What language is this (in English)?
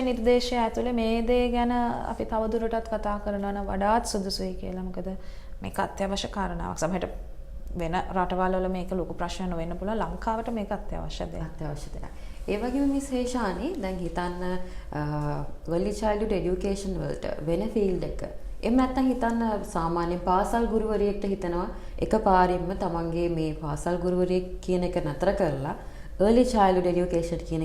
Sinhala